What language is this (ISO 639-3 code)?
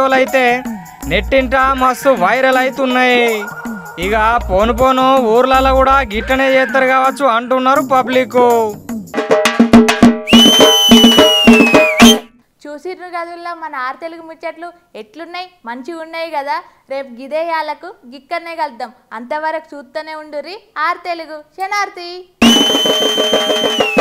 tel